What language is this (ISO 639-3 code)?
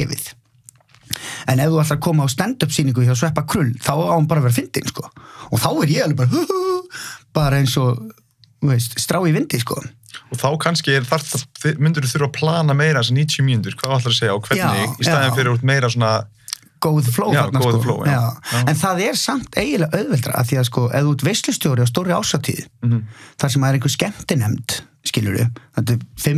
isl